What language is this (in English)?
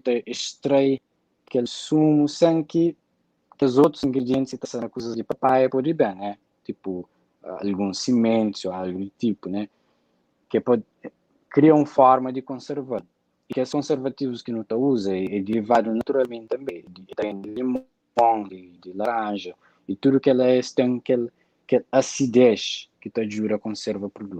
Kabuverdianu